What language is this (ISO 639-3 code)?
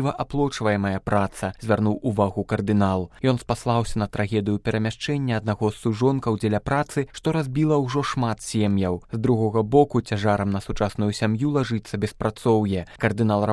bel